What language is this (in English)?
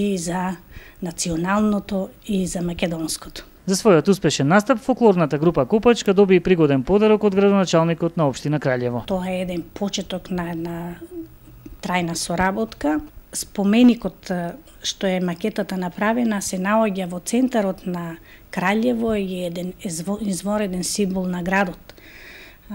Macedonian